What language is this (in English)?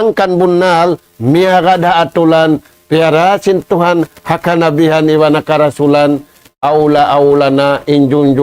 Tausug